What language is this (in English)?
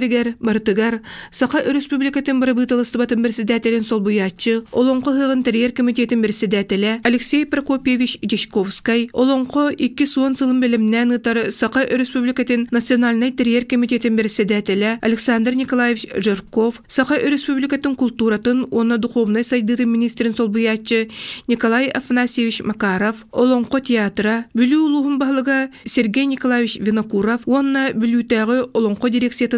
Yakut